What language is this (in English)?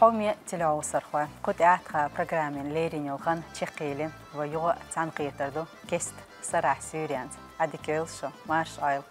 Chechen